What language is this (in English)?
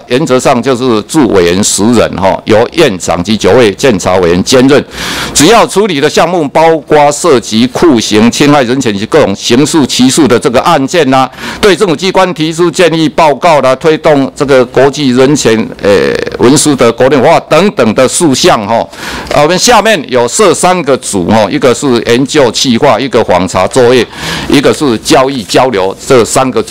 Chinese